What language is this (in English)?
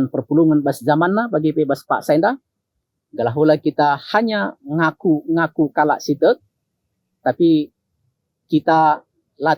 Batak Karo